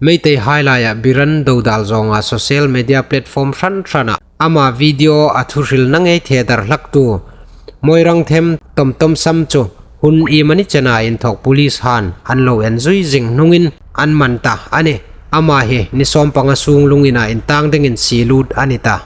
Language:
Hmar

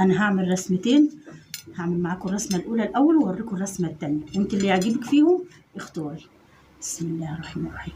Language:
Egyptian Arabic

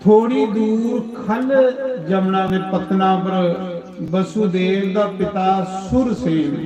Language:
Dogri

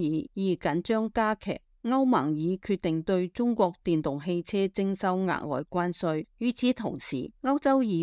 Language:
Cantonese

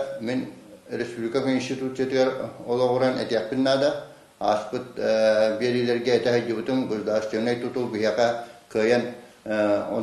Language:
Yakut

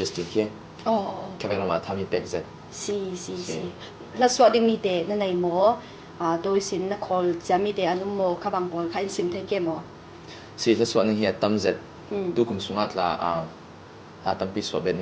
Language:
Falam Chin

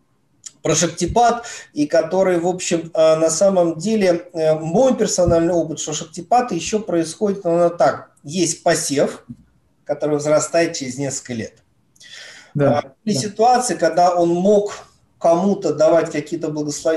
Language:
Russian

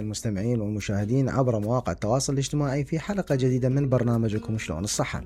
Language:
Mesopotamian Arabic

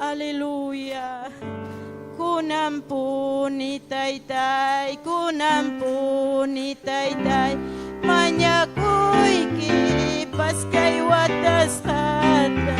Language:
Ayacucho Quechua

